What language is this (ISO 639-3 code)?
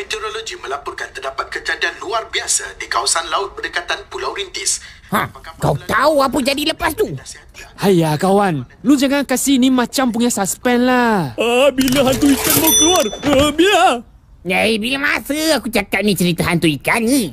msa